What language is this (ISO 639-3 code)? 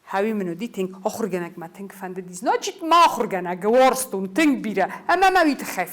oss